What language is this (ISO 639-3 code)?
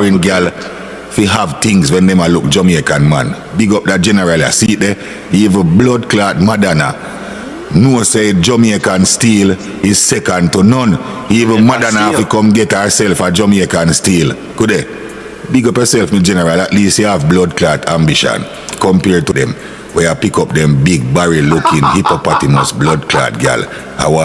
jam